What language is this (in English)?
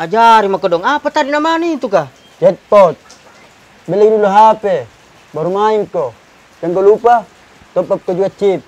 Makassar Malay